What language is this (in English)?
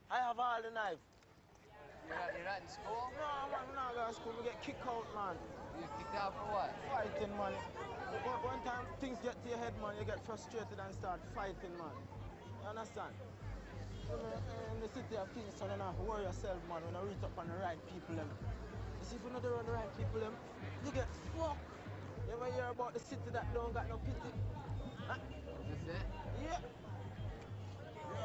Jamaican Creole English